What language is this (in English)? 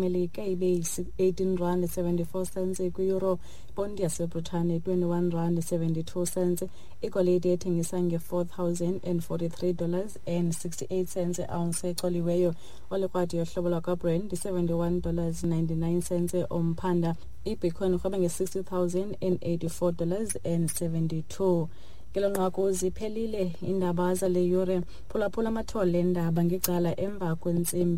Xhosa